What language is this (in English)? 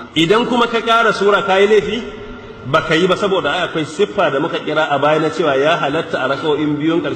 Hausa